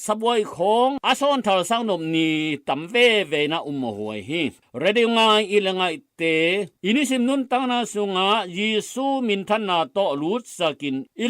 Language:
Tedim Chin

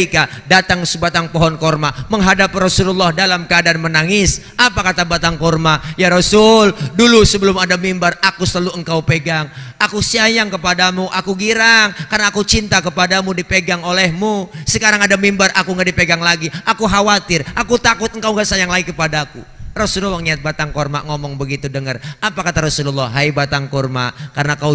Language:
Betawi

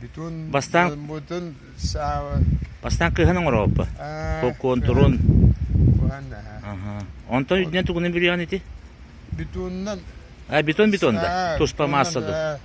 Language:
Yakut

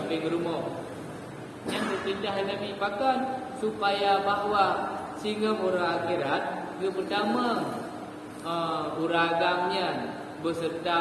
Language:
Achinese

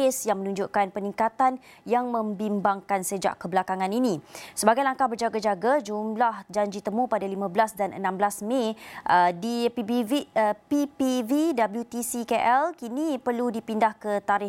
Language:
Malay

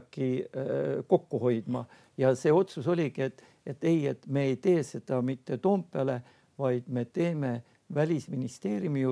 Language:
Estonian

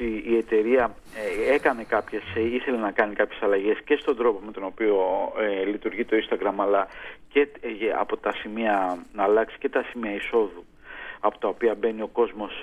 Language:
Greek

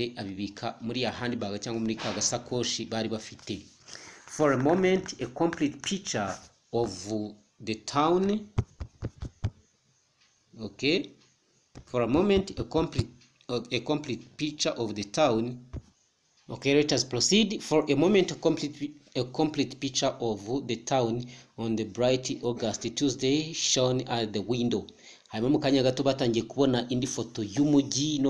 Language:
Kinyarwanda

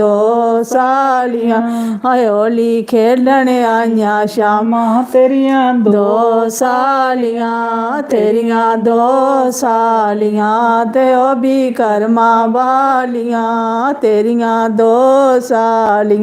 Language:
Dogri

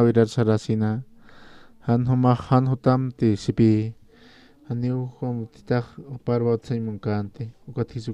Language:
Aymara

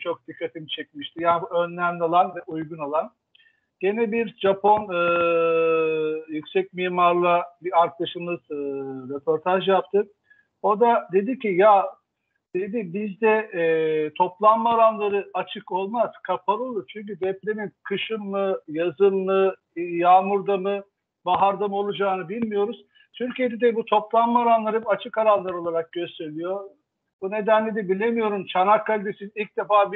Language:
Turkish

